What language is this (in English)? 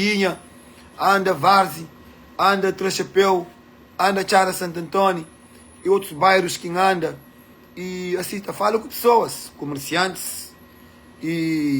Kabuverdianu